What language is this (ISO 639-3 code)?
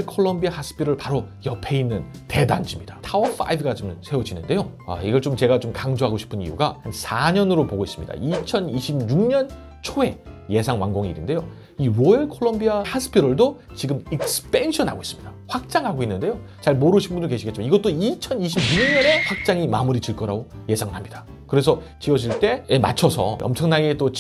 kor